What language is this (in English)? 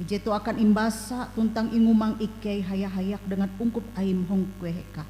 Ngaju